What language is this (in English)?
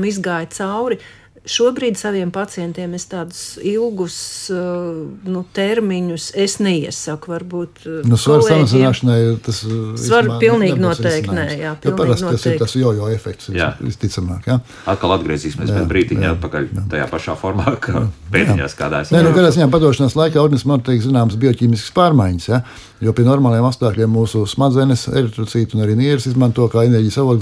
Latvian